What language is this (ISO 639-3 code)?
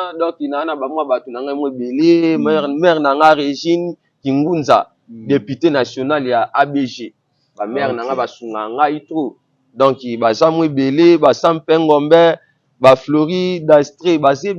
lin